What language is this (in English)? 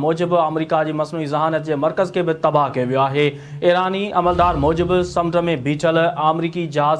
Sindhi